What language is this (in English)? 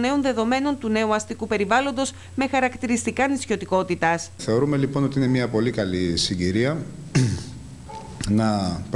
Greek